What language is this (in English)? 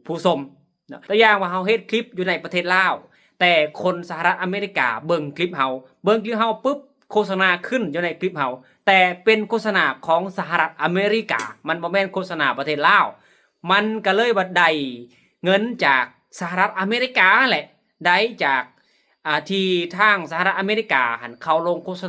Lao